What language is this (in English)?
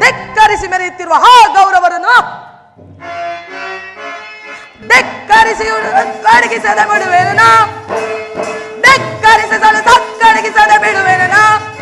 Kannada